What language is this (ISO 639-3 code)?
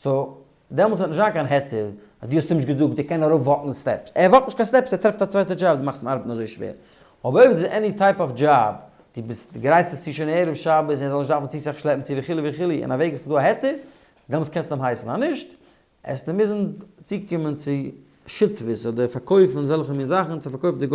yid